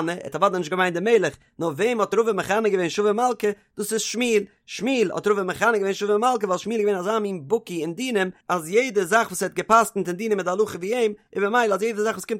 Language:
Yiddish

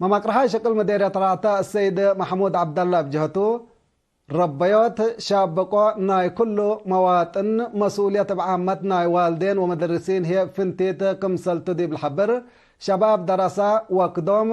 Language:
Tigre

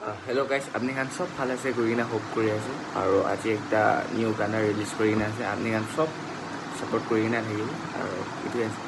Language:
Naga Pidgin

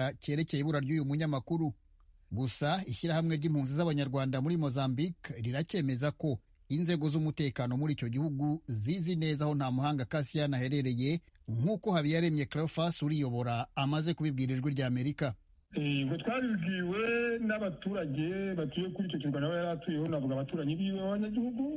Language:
Kinyarwanda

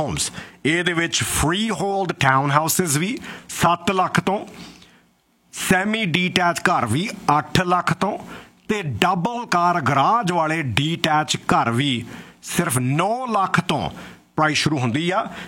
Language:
Punjabi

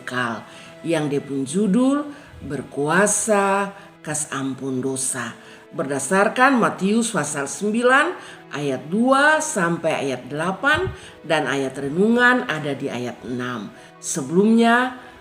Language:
Kupang Malay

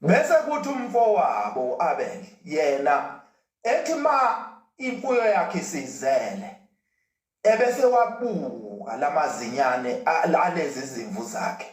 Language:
Zulu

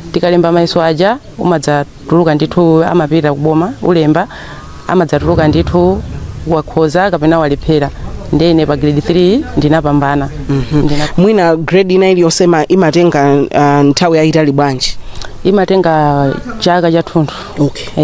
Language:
Nyanja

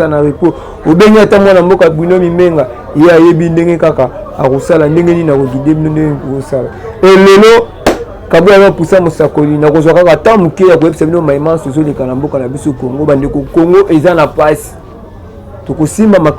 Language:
Lingala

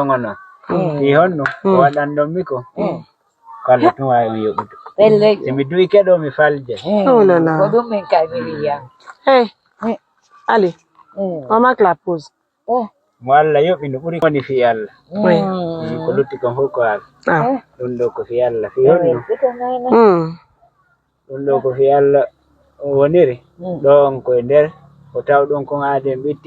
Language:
Fula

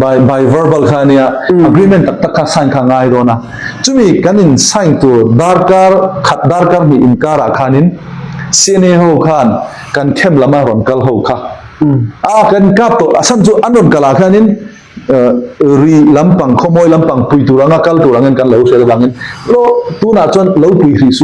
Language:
Falam Chin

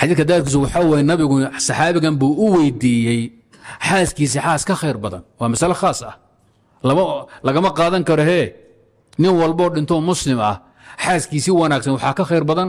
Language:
Somali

